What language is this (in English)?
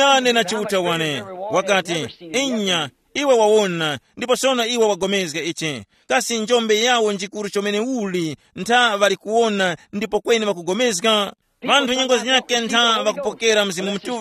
Tumbuka